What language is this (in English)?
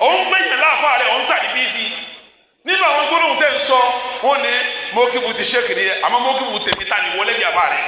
Yoruba